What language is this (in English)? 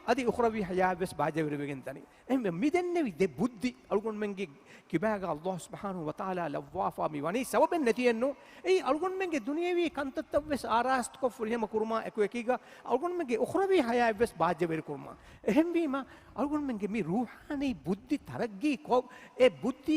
Divehi